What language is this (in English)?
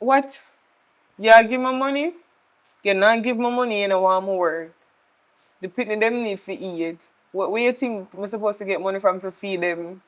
Jamaican Creole English